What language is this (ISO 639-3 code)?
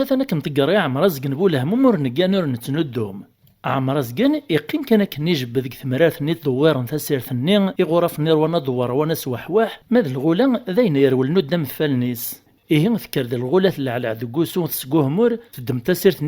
kab